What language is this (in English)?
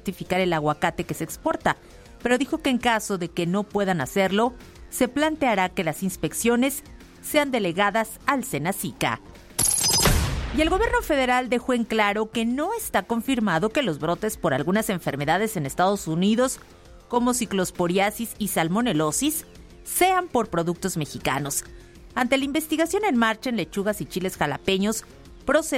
Spanish